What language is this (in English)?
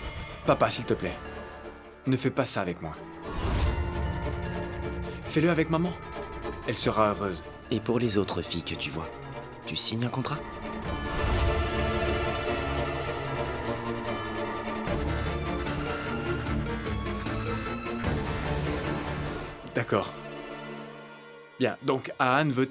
French